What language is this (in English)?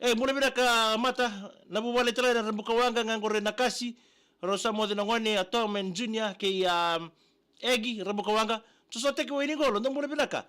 Fijian